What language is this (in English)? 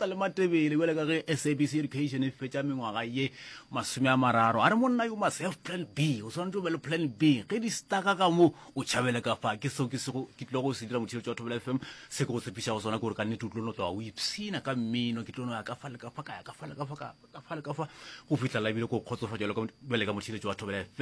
Northern Sotho